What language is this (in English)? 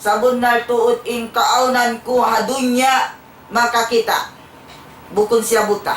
Tausug